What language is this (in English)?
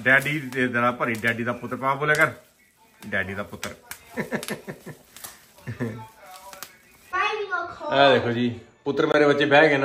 Punjabi